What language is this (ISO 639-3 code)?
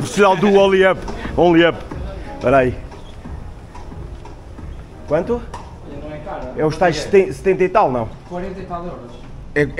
por